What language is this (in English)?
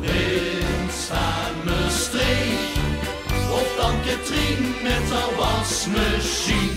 Limburgish